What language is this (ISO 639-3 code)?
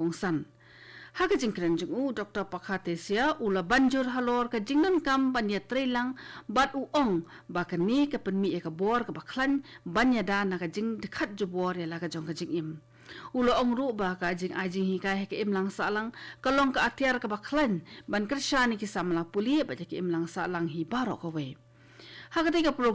kha